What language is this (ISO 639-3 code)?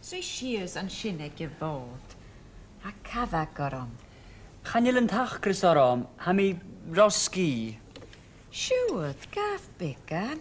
gla